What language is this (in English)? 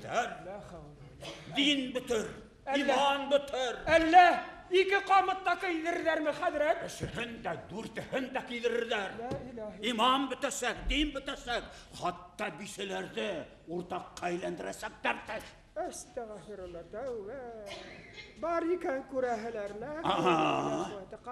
Bashkir